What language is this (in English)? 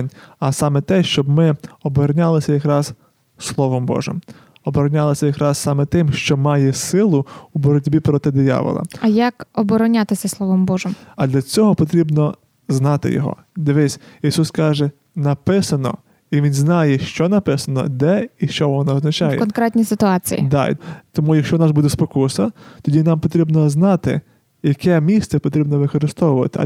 Ukrainian